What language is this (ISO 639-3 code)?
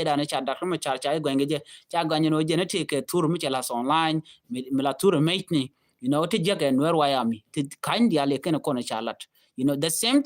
nus